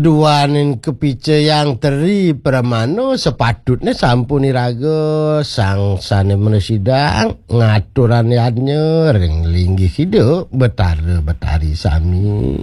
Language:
Balinese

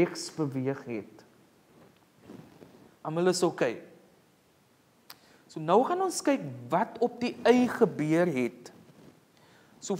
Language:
Afrikaans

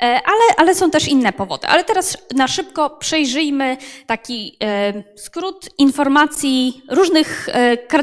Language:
Polish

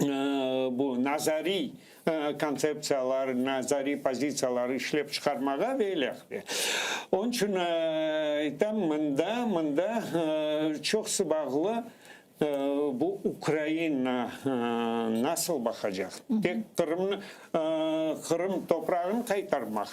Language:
Crimean Tatar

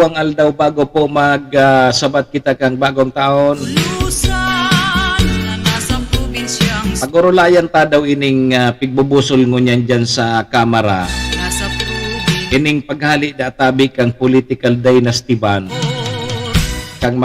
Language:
Bikol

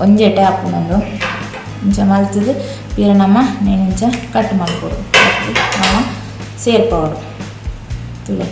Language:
Tulu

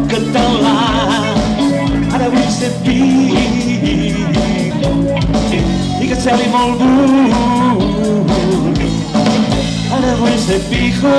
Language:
Catalan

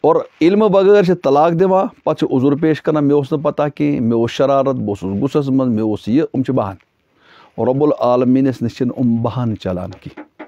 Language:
Kashmiri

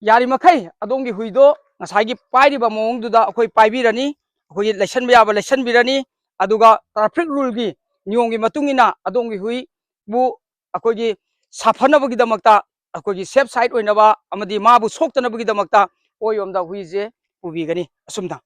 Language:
Manipuri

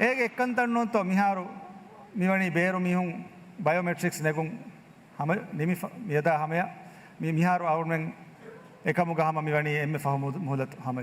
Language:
Divehi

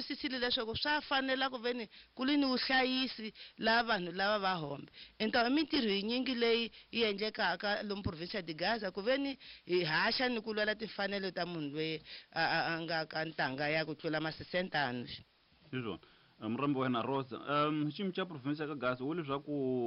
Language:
Tsonga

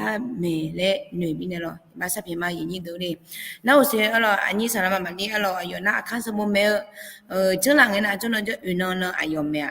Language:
Akha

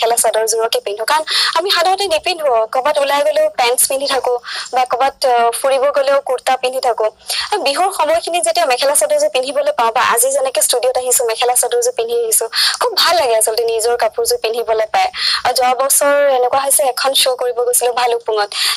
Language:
Assamese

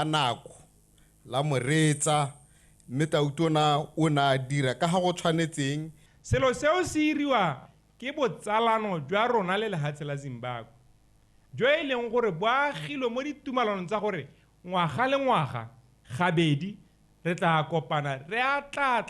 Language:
Tswana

